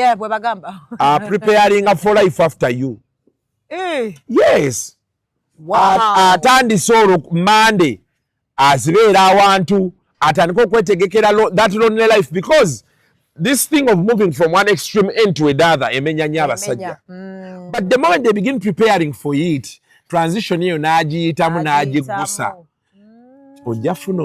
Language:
Ganda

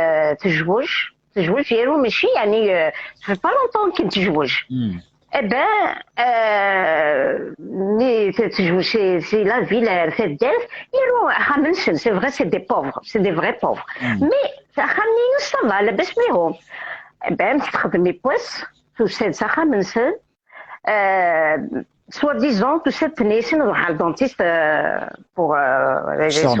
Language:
Kabyle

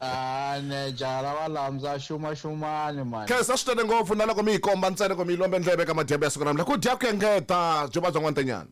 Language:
Tsonga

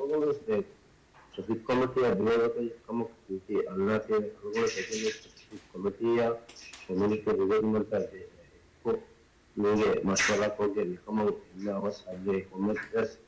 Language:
Divehi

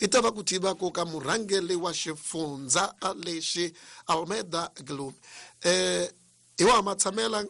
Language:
Tsonga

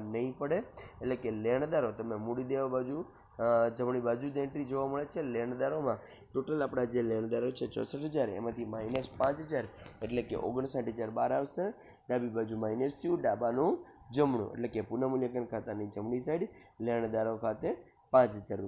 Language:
Gujarati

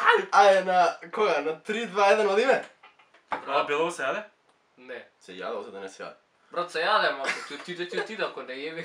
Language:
Macedonian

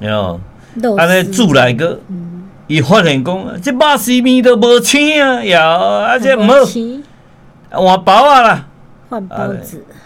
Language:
Min Nan Chinese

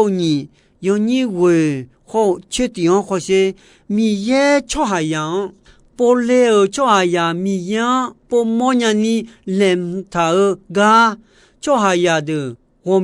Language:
Akha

